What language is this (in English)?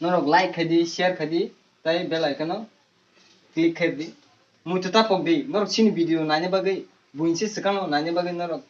Kok Borok